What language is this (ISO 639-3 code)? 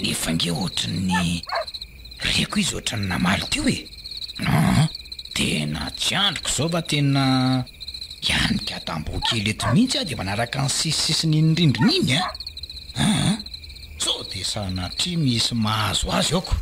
mlg